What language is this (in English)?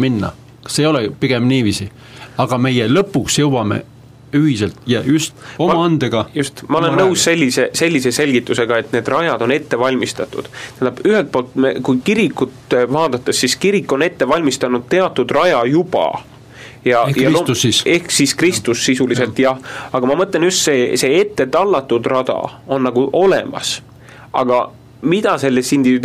Estonian